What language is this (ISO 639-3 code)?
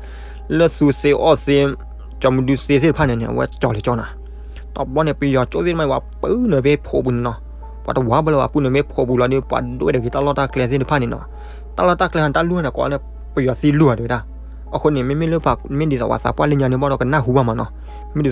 ksw